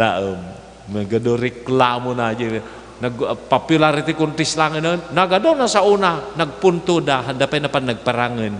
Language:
Iloko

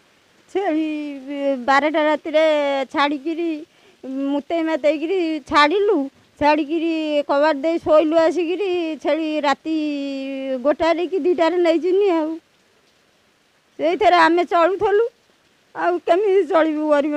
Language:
Odia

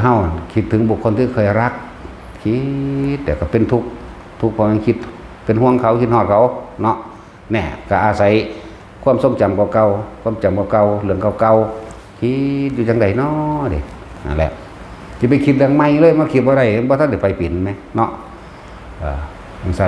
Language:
Lao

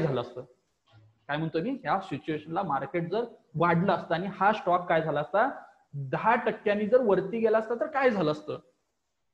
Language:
Marathi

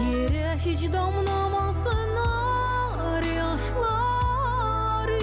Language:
Gagauz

